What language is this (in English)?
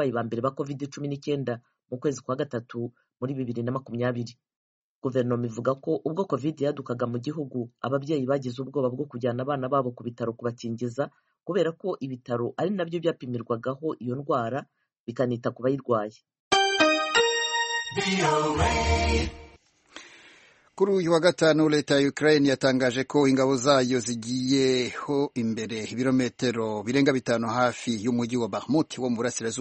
Kinyarwanda